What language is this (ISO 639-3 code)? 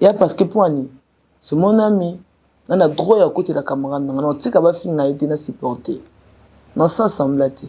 lin